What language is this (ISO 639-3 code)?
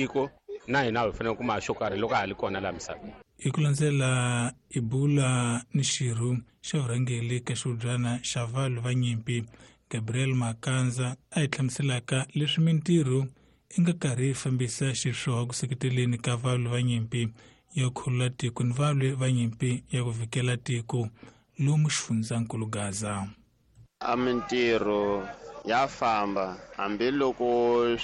tso